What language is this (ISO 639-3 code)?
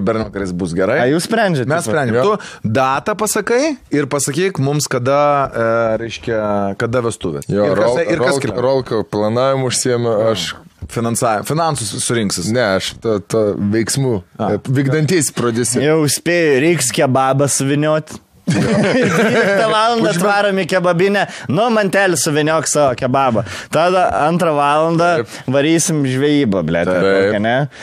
lit